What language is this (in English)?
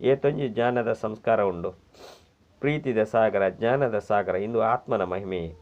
Tulu